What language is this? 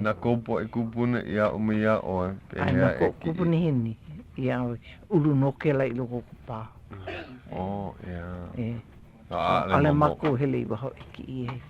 Hawaiian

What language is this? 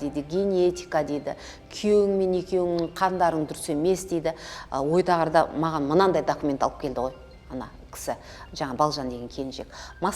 Kazakh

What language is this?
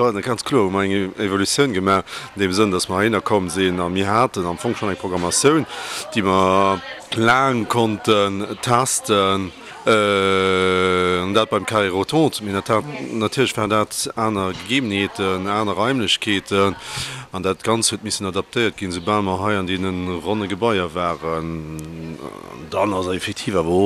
Luxembourgish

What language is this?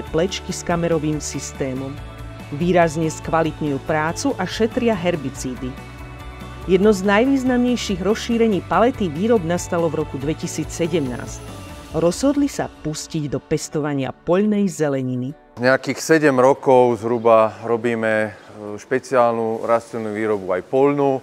Slovak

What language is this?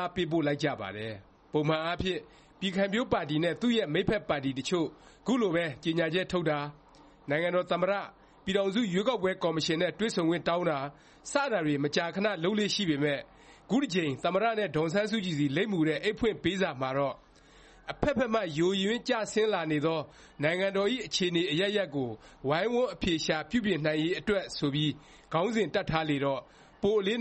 Burmese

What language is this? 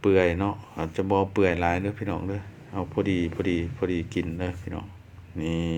Lao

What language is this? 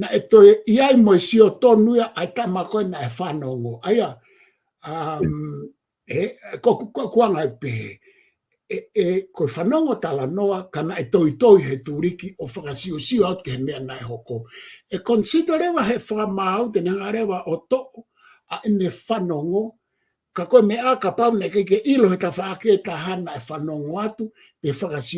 Tongan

